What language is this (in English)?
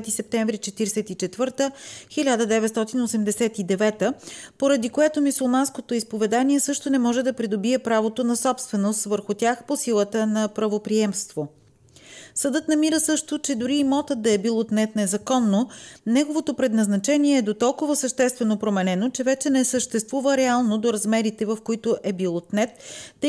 Bulgarian